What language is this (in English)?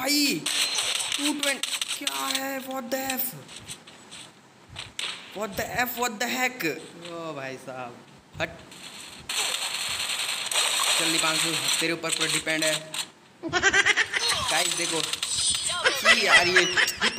Hindi